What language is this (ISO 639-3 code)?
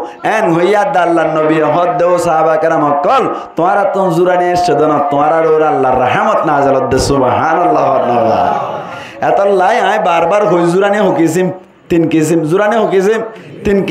rhg